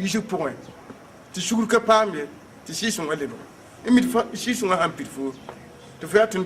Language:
Mossi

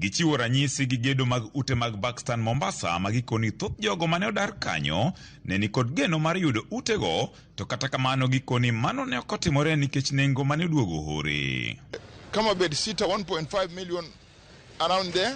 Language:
Luo (Kenya and Tanzania)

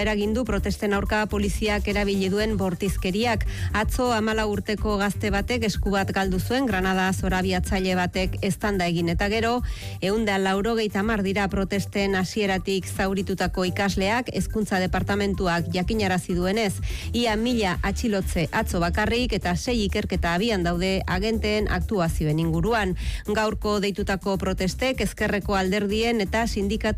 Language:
Basque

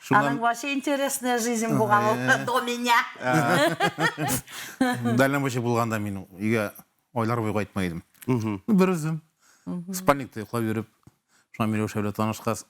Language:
Bashkir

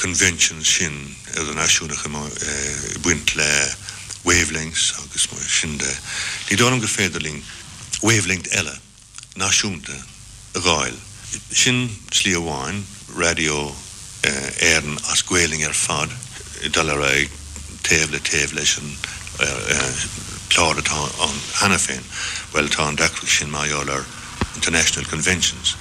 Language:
Irish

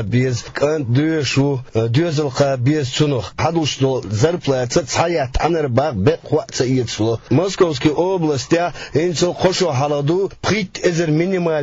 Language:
Chechen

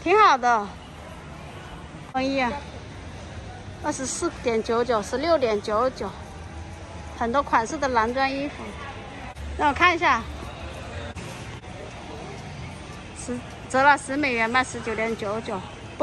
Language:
Chinese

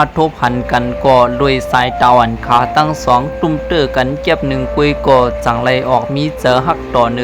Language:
Shan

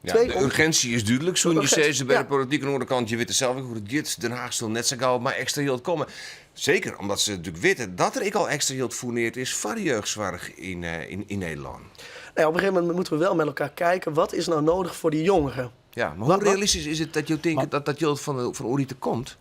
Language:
Western Frisian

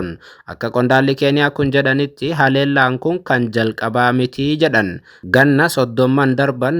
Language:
Oromo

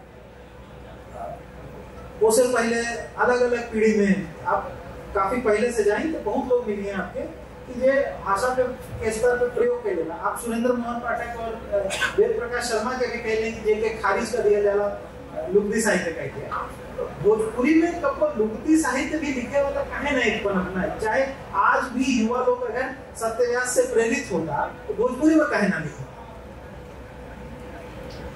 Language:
Bhojpuri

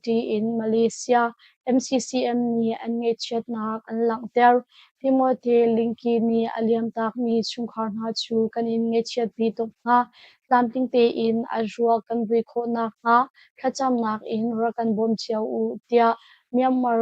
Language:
Hakha Chin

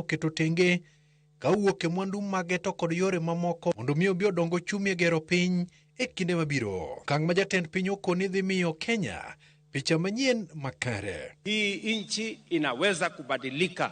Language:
Luo (Kenya and Tanzania)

